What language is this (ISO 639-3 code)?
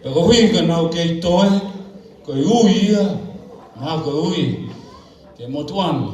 ton